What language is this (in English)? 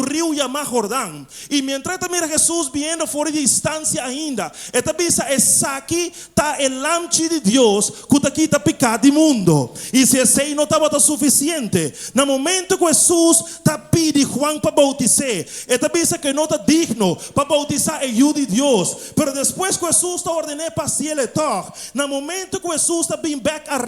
Papiamento